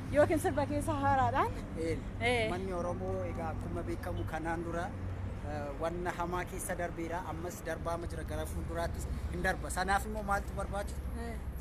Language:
Oromo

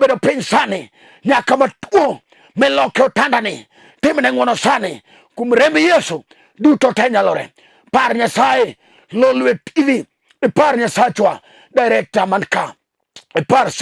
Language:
Luo (Kenya and Tanzania)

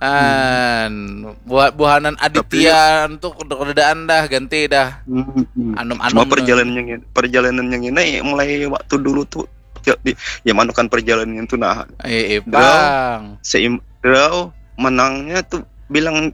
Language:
Banjar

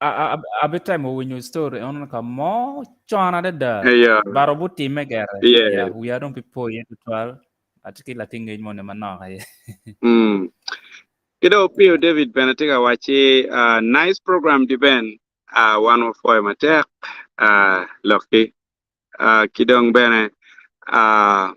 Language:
Acoli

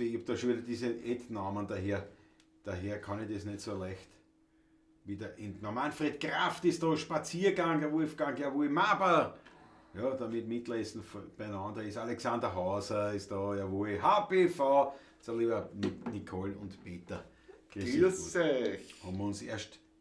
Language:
Bavarian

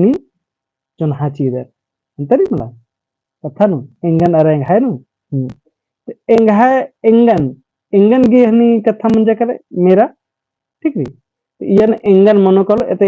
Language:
Kurukh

